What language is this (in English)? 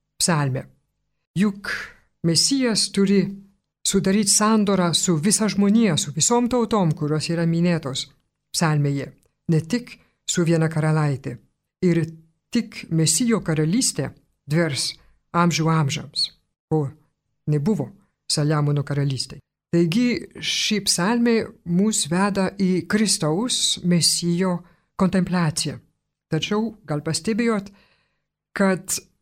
Lithuanian